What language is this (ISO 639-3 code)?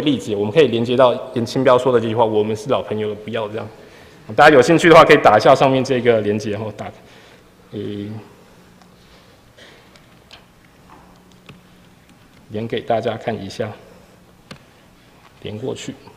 zho